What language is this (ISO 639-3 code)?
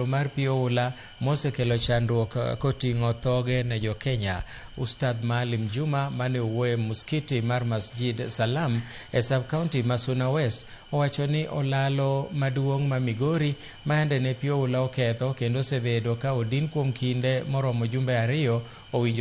luo